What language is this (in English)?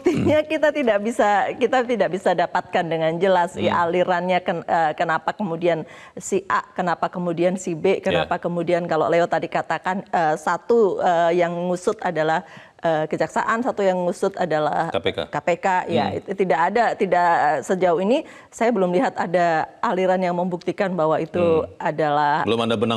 Indonesian